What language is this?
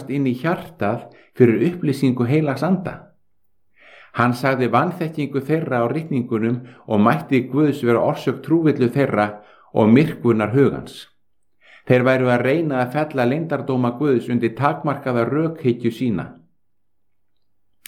Icelandic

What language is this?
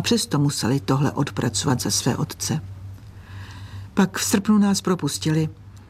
Czech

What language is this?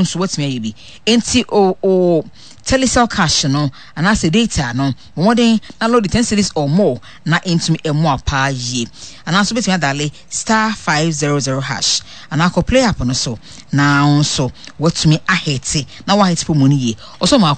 Akan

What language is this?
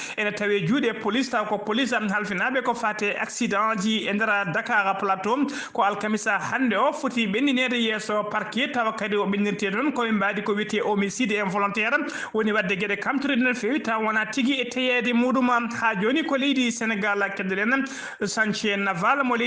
Fula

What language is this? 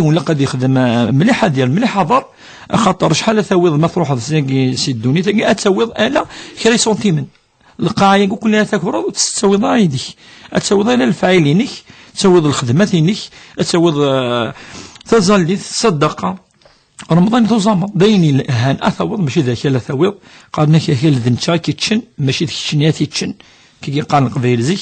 Kabyle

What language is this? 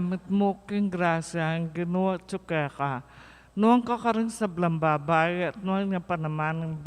Pampanga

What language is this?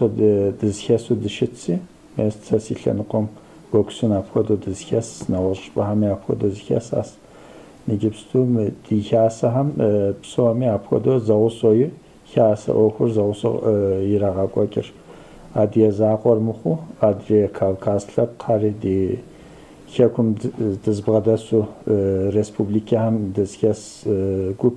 Kabardian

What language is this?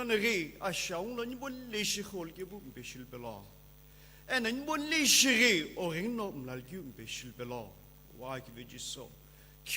Sumi Naga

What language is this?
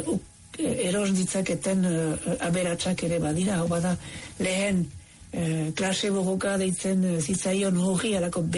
Basque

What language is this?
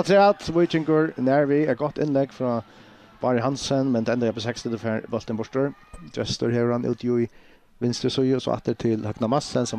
Faroese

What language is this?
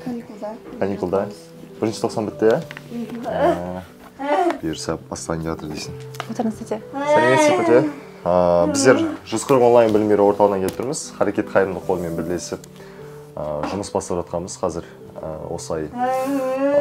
Kazakh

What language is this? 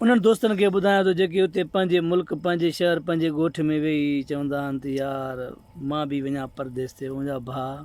Sindhi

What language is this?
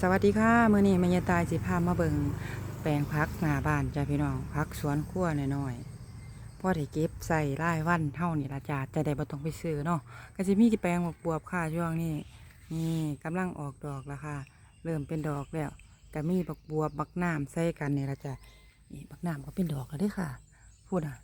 Lao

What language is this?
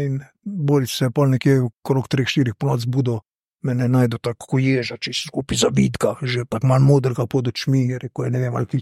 Slovenian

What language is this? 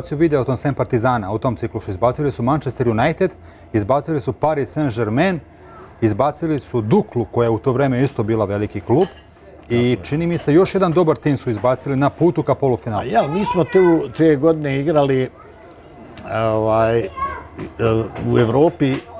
Bosnian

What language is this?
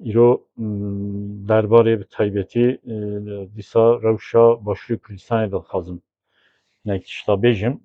Kurdish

